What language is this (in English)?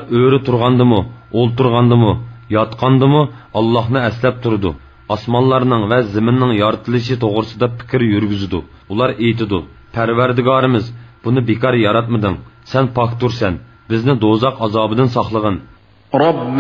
Uyghur